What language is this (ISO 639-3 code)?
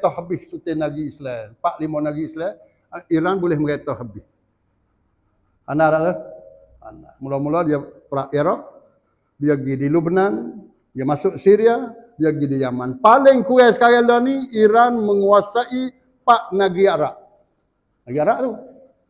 msa